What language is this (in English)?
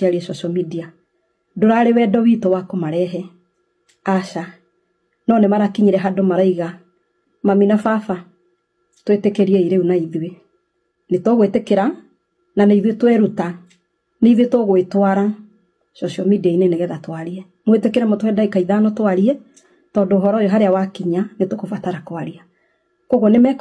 Kikuyu